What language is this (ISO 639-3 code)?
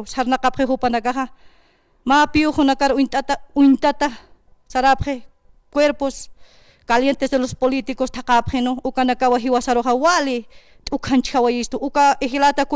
aym